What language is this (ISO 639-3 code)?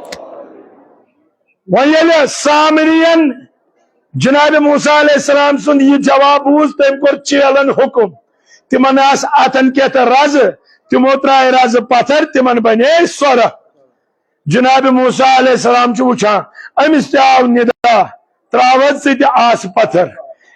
kas